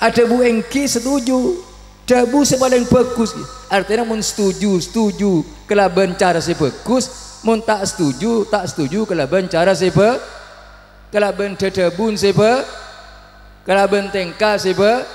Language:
Madurese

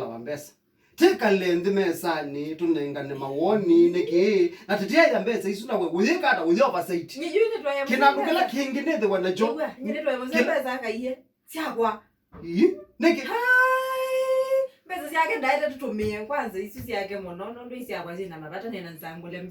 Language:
Kamba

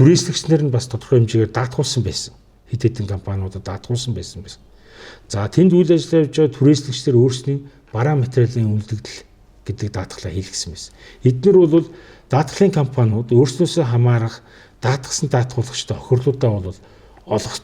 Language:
Mongolian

